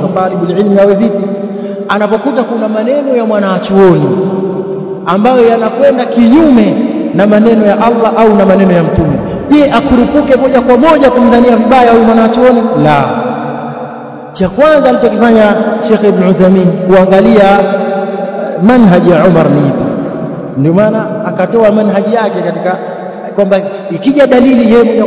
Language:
Swahili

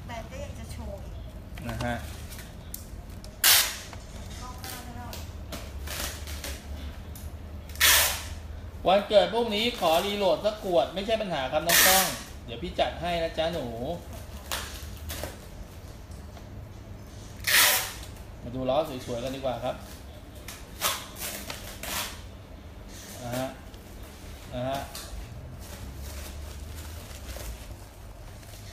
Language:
Thai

